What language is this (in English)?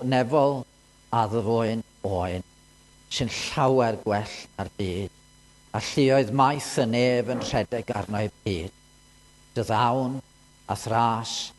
Welsh